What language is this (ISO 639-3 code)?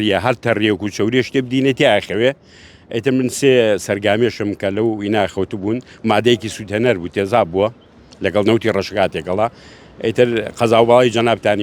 ckb